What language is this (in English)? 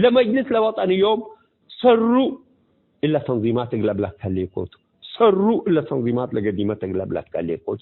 Tigre